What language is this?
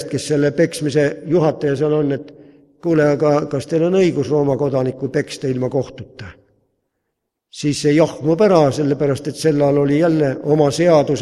Estonian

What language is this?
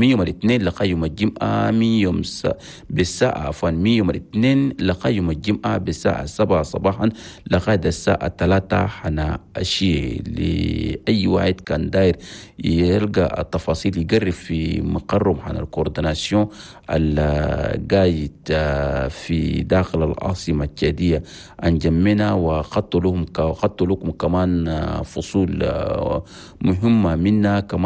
Chadian Arabic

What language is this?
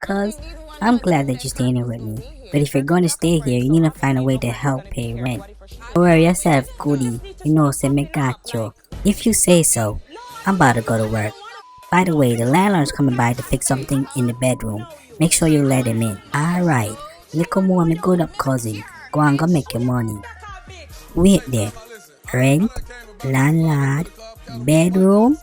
Jamaican Creole English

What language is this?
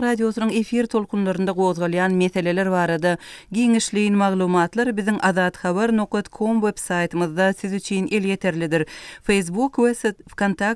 Turkmen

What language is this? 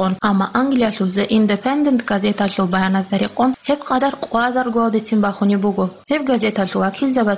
Avaric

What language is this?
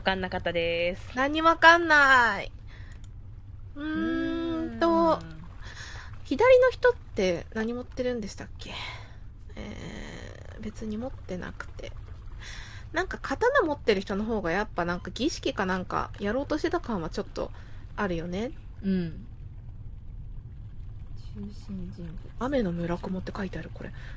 Japanese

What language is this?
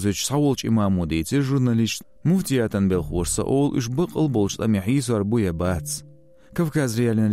Chechen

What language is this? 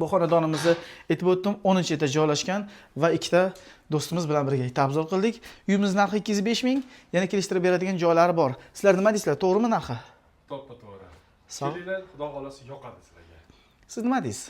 Uzbek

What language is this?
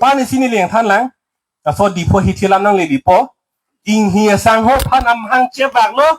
Karbi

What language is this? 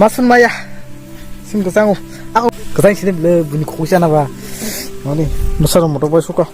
Kok Borok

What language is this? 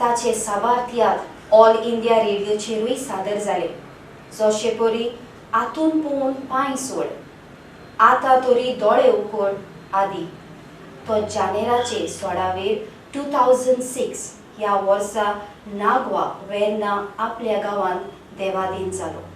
Konkani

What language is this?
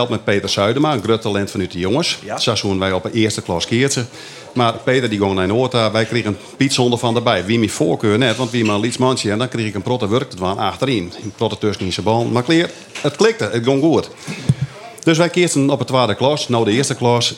Western Frisian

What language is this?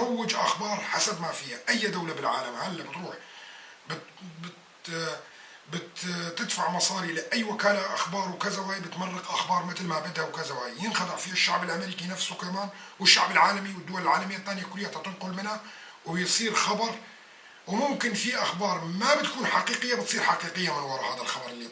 North Levantine Arabic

